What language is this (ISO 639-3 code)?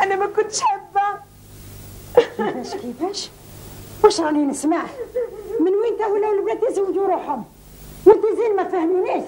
arq